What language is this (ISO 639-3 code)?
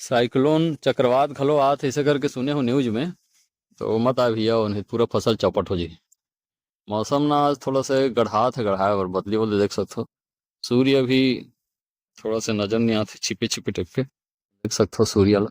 hne